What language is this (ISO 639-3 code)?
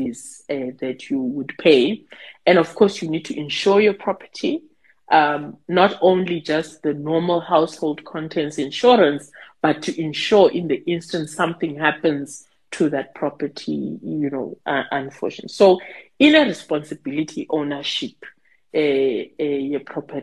xho